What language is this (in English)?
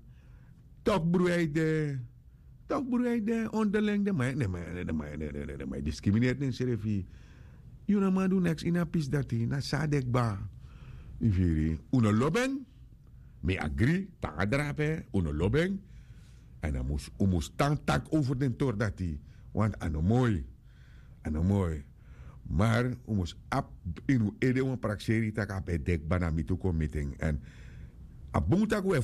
Sranan Tongo